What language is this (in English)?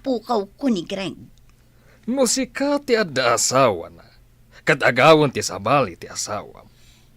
Iloko